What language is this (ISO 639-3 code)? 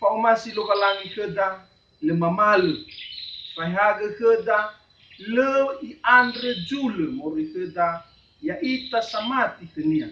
nia